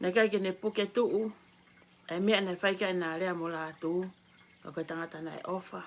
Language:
Tongan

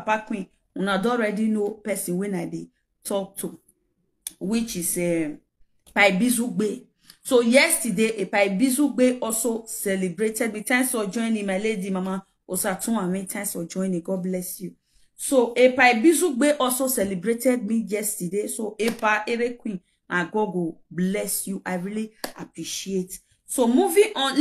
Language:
Nigerian Pidgin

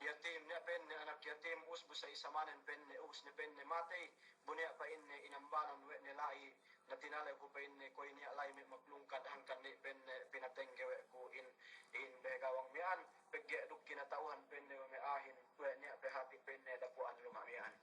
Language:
Yakan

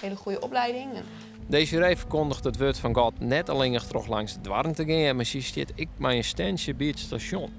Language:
Western Frisian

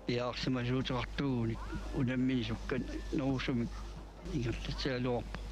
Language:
Kalaallisut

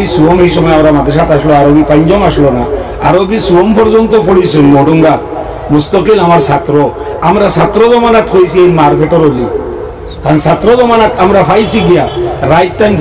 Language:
Sylheti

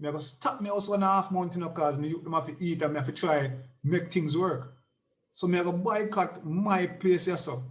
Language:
Jamaican Creole English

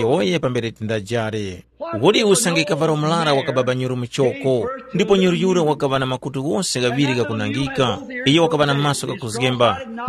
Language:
Tumbuka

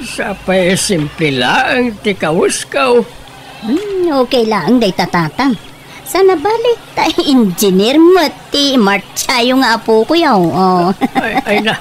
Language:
Iloko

